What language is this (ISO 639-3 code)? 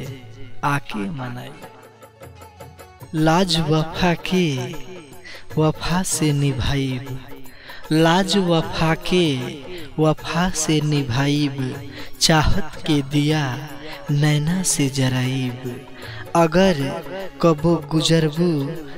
bho